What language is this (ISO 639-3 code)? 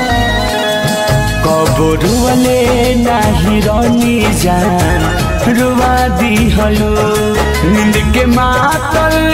bho